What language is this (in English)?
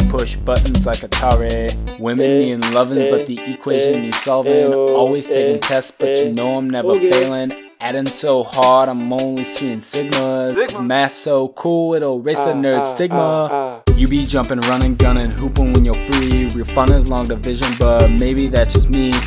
English